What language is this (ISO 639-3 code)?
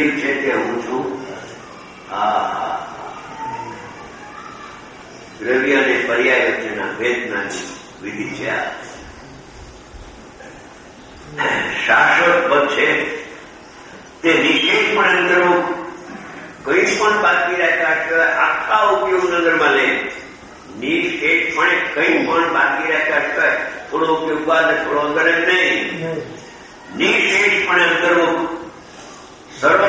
guj